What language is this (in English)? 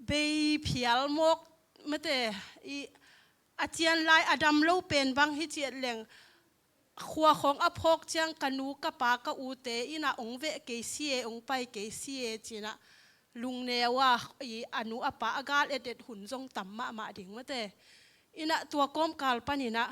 Tedim Chin